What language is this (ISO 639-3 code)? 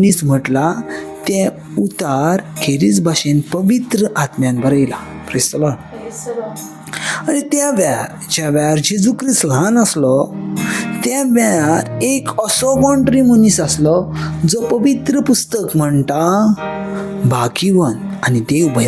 kok